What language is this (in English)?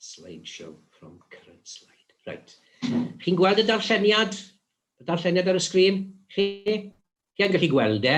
Welsh